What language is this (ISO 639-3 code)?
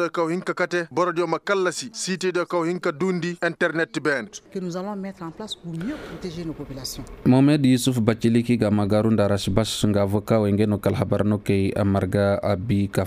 ses